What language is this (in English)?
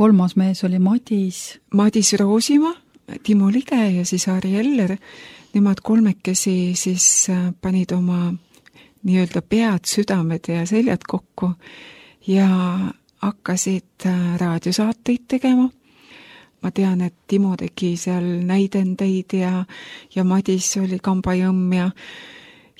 Estonian